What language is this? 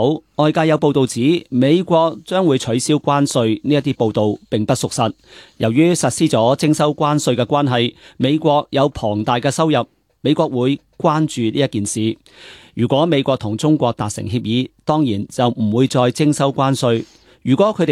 Cantonese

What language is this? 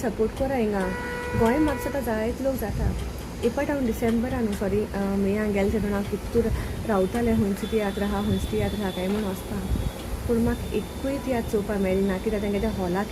Konkani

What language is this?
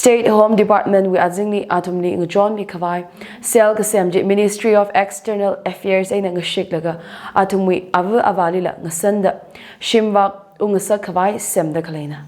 Tangkhul Naga (India)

